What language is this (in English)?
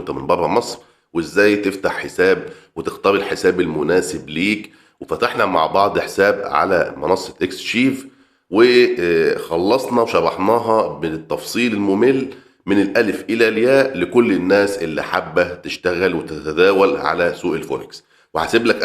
Egyptian Arabic